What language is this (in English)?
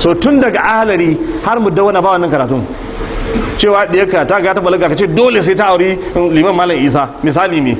Hausa